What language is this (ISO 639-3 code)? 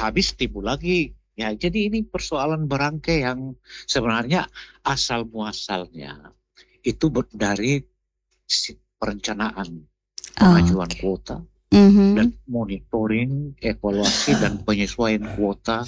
ind